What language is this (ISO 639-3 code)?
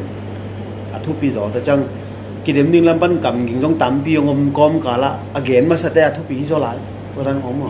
ctd